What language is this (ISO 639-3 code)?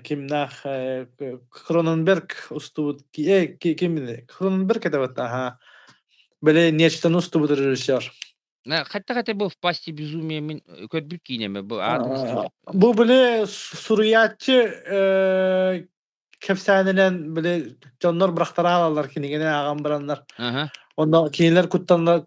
sah